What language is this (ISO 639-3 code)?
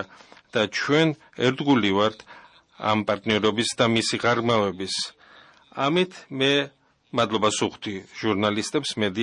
kat